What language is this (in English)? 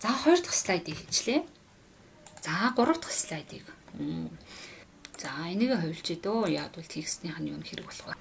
Mongolian